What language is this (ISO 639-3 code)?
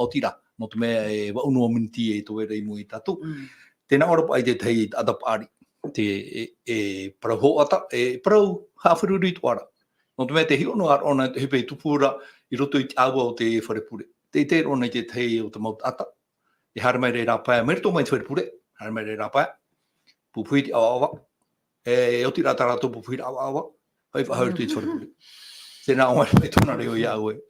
tah